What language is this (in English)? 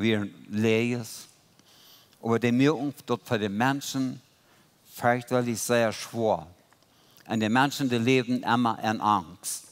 Plautdietsch